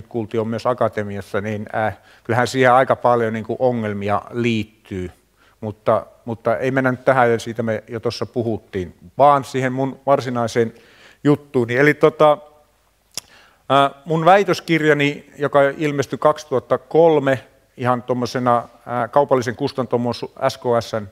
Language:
Finnish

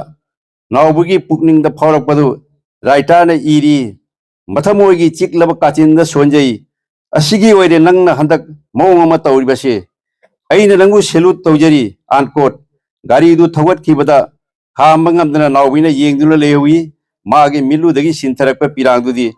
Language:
Manipuri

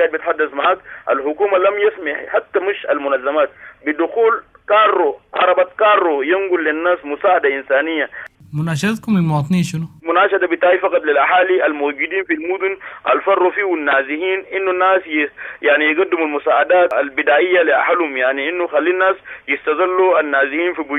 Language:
Sudanese Arabic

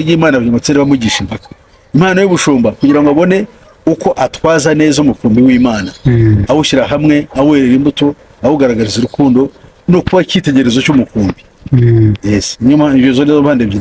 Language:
Kinyarwanda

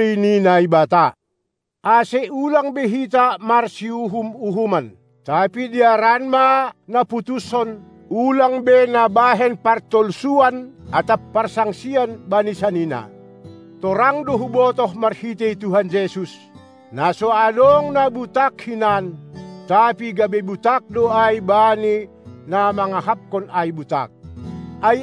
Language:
Batak Simalungun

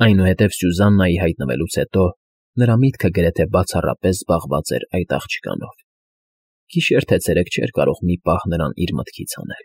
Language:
Armenian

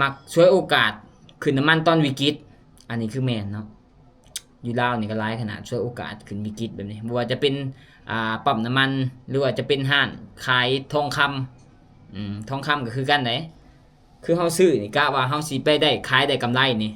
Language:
Lao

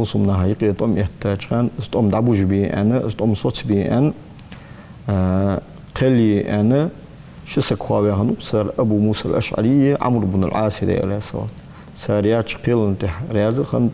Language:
Ingush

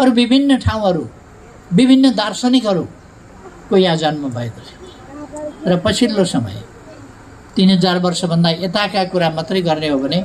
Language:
Nepali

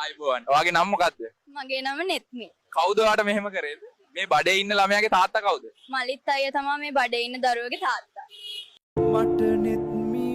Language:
Sinhala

